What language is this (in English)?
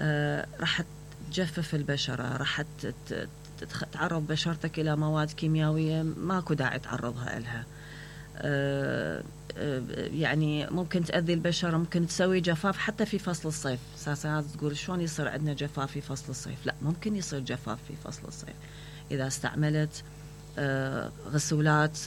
Mesopotamian Arabic